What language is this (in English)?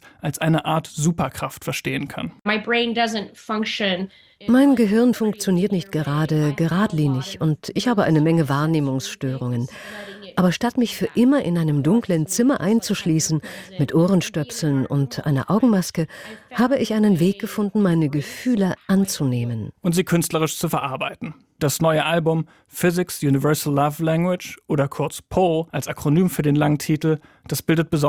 German